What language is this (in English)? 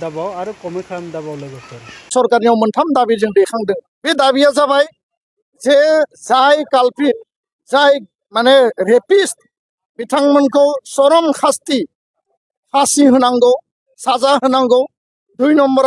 Bodo